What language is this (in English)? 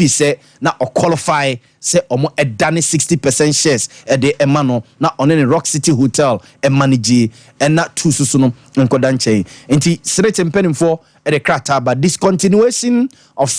Akan